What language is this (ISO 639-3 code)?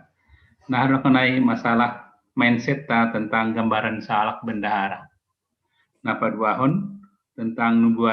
bts